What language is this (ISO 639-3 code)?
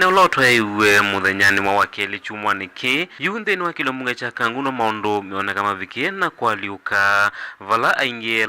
kam